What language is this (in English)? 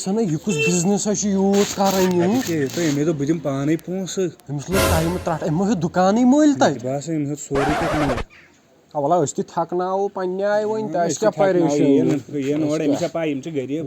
Kashmiri